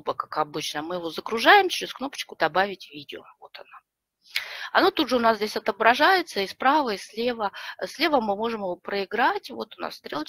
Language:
Russian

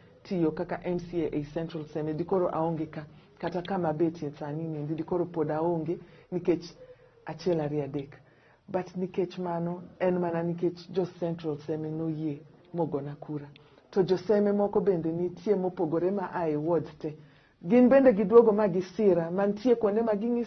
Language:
Luo (Kenya and Tanzania)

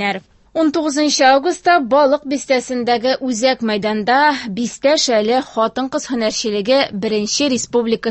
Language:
Tatar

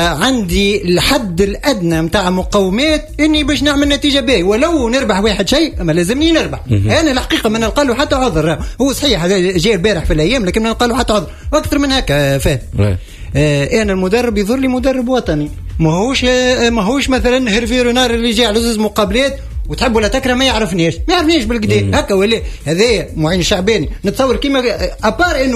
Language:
Tunisian Arabic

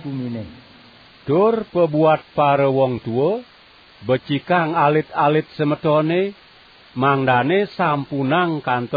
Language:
Balinese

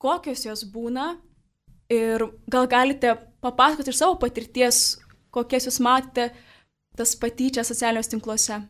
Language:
Lithuanian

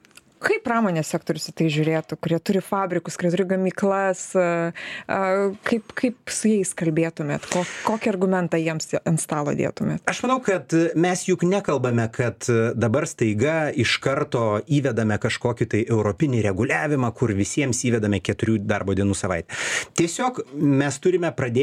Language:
Lithuanian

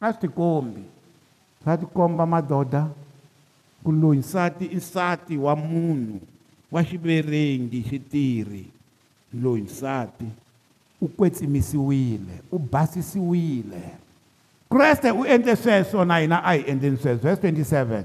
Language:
Tsonga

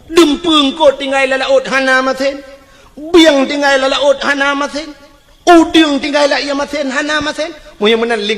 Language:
Achinese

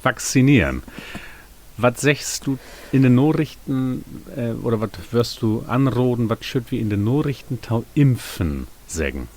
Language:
Low German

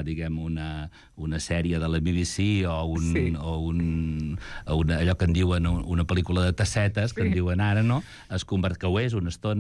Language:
Catalan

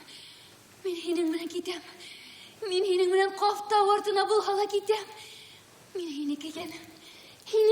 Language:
Bashkir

